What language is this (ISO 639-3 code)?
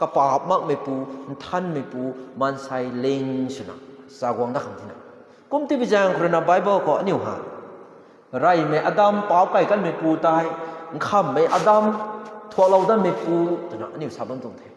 nbu